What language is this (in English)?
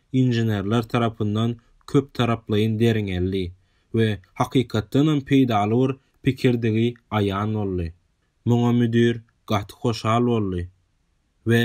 Turkmen